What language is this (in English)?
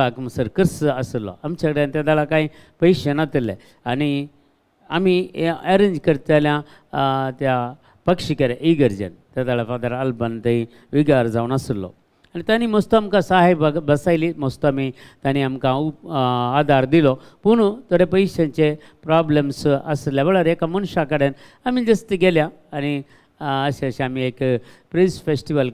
Konkani